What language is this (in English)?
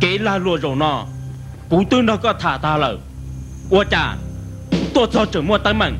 Hmong